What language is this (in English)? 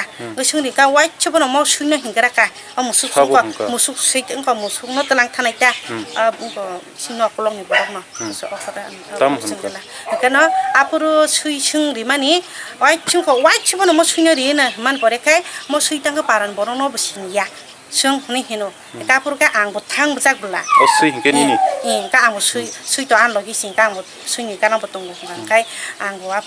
Kok Borok